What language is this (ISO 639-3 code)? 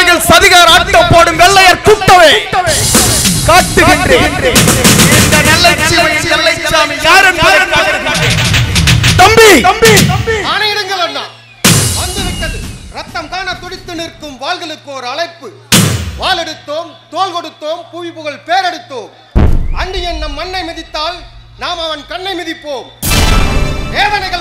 tam